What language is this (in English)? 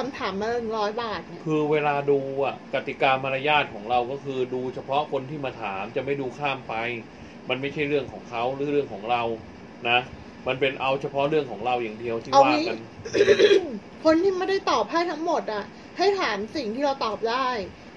Thai